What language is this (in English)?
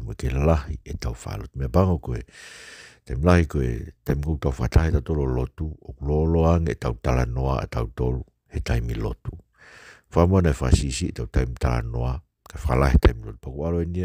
Tongan